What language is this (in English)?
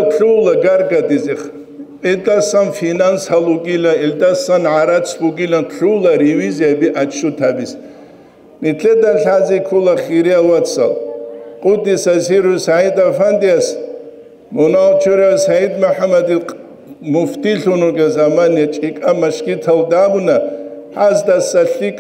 Avaric